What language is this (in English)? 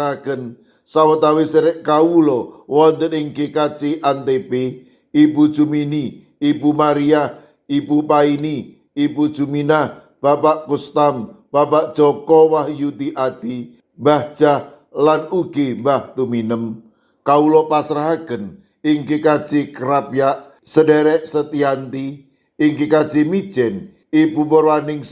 Javanese